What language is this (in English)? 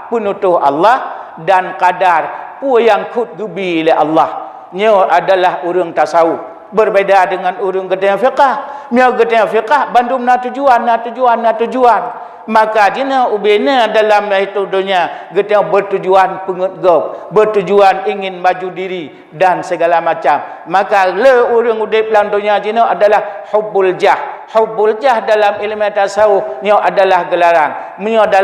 Achinese